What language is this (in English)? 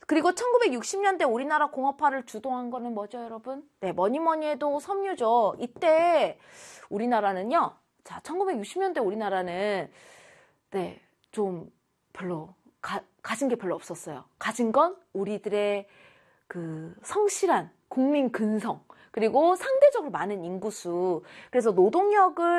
Korean